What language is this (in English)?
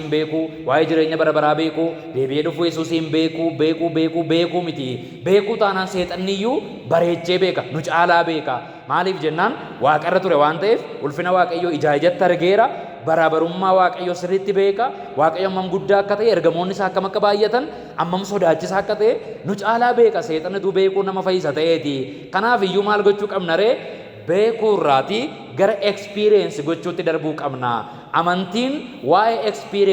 Oromo